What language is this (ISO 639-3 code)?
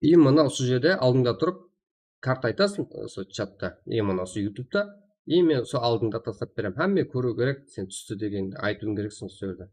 kaa